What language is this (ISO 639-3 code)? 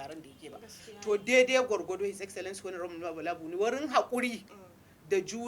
hau